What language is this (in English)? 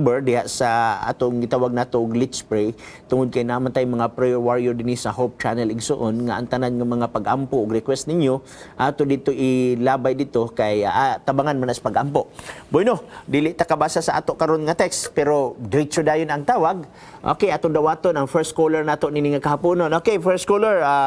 Cebuano